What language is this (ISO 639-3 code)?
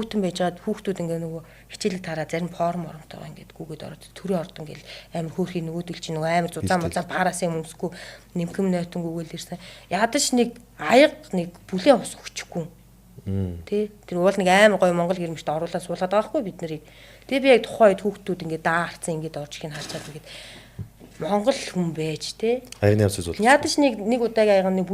mon